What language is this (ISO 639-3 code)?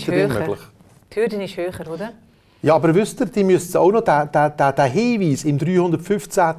deu